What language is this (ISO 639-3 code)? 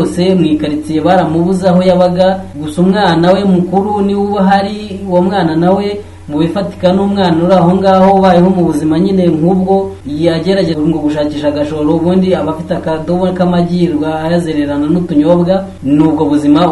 kin